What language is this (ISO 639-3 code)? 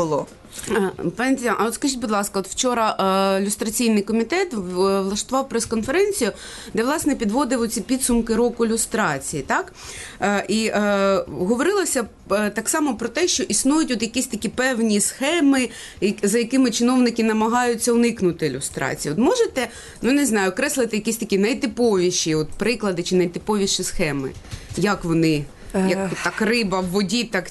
ukr